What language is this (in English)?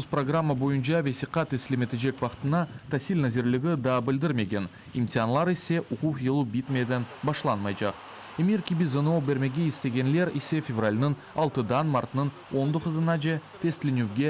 Crimean Tatar